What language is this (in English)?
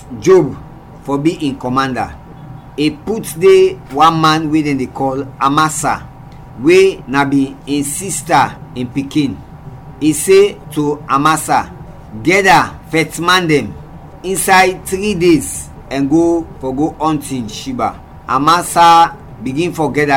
Krio